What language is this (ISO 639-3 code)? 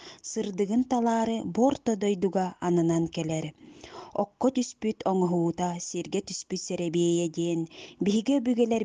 sah